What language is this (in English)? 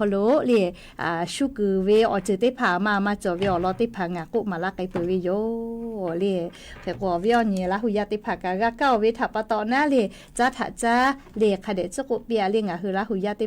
Lahu